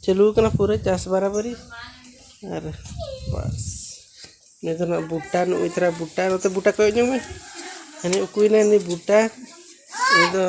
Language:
Santali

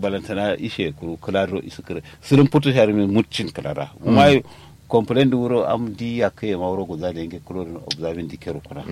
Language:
Kanuri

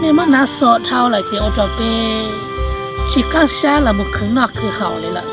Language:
Hmong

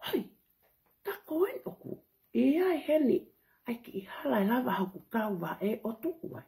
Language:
Tongan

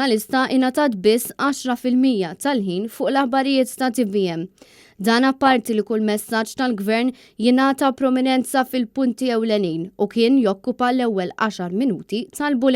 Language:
Maltese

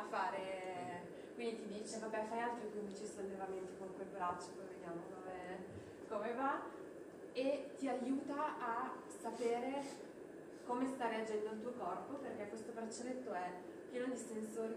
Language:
Italian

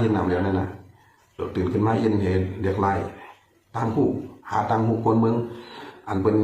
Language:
Shan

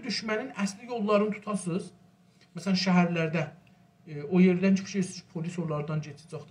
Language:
South Azerbaijani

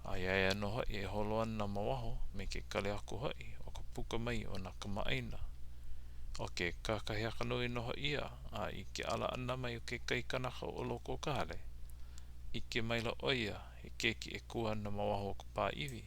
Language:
Hawaiian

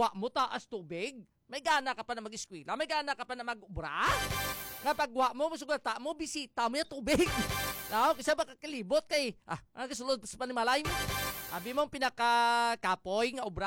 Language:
Hiligaynon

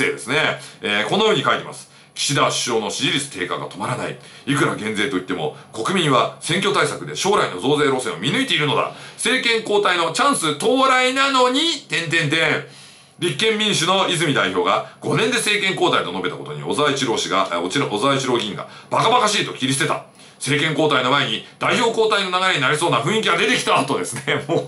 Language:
Japanese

